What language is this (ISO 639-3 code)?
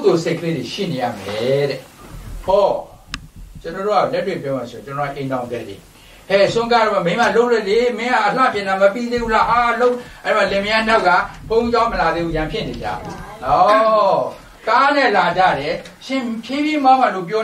mya